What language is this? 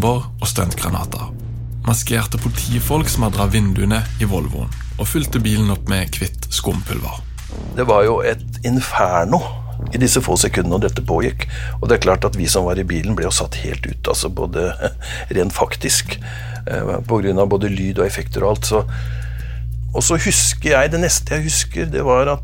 Norwegian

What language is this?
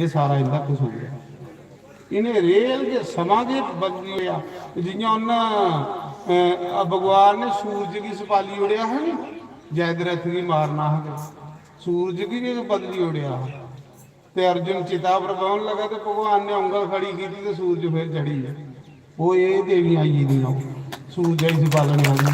Dogri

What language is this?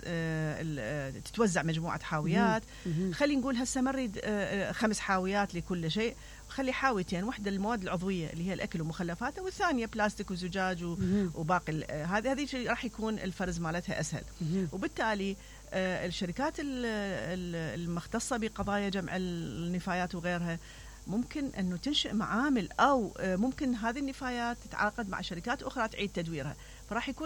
Mesopotamian Arabic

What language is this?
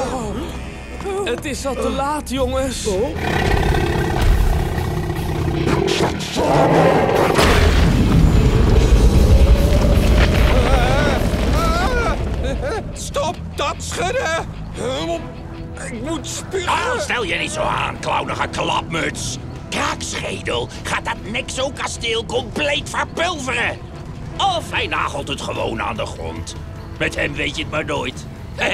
Dutch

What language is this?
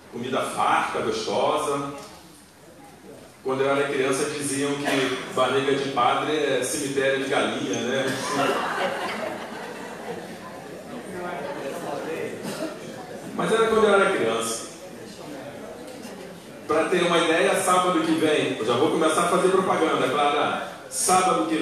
Portuguese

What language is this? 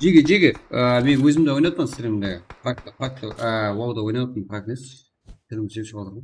Kara-Kalpak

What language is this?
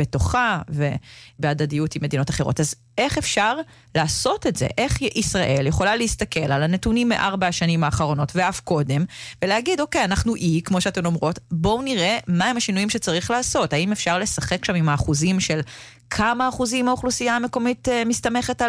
Hebrew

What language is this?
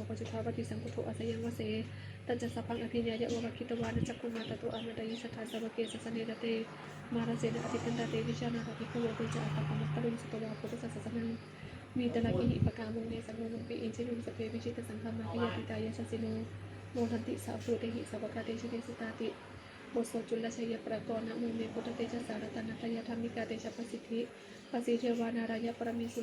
Pali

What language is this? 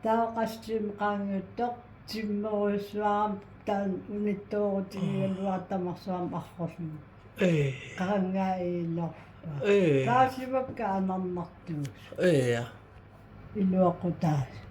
Kalaallisut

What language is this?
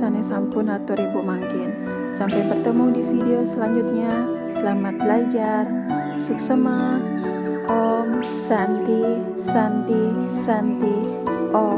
Balinese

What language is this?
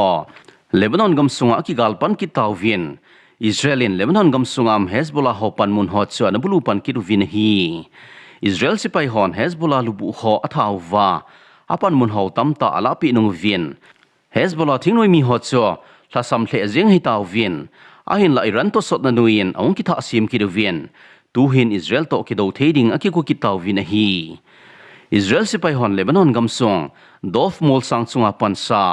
Thado Chin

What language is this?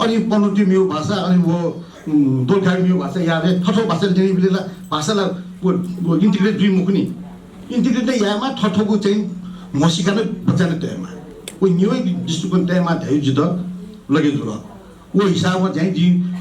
Newari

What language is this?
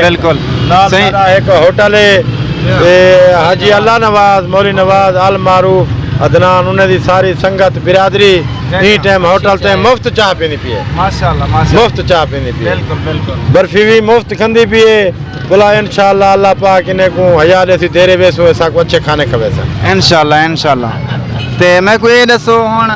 Saraiki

